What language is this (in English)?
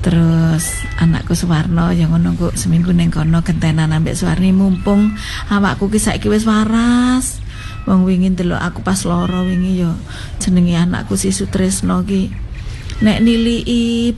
Javanese